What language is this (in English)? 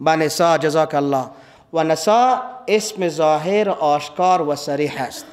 Persian